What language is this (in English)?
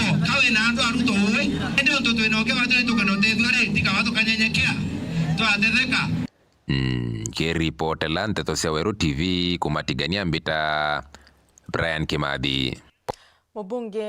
Meru